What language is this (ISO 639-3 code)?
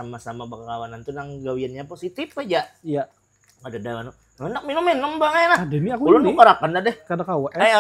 bjn